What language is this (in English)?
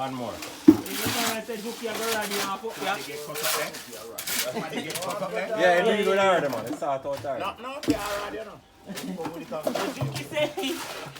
Jamaican Creole English